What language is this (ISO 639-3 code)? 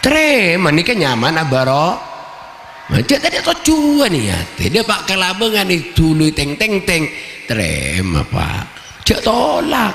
mad